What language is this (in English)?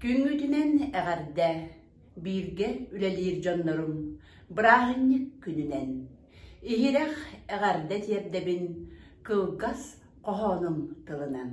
Yakut